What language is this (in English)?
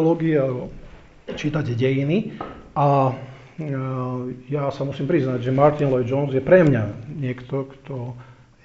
Slovak